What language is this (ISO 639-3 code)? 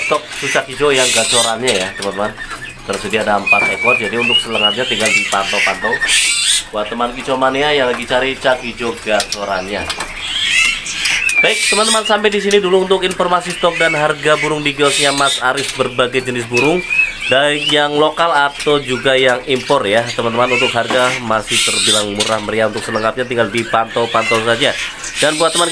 ind